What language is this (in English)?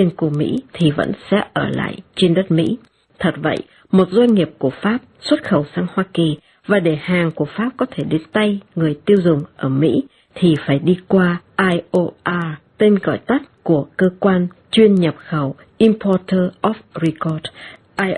Vietnamese